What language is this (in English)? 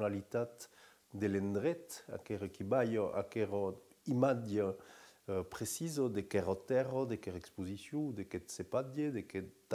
Occitan